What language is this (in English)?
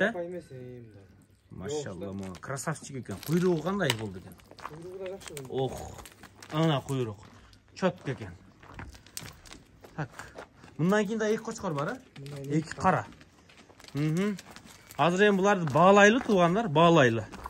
Kyrgyz